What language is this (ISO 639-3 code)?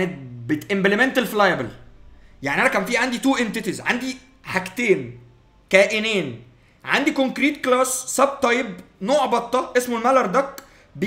arz